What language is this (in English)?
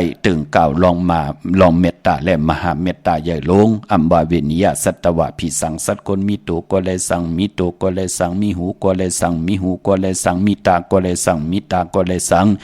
Shan